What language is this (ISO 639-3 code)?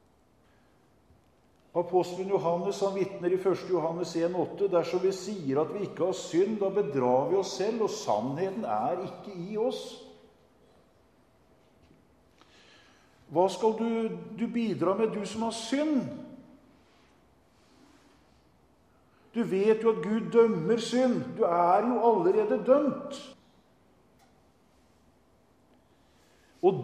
nor